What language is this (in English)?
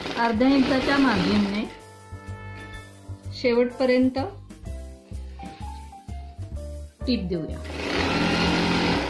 Marathi